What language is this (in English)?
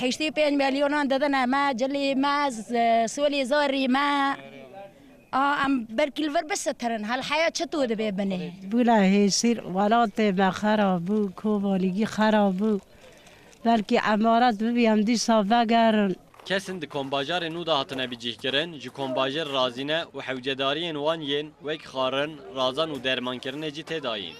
Kurdish